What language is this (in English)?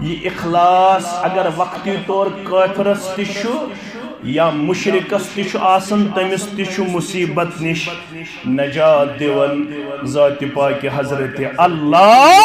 Kashmiri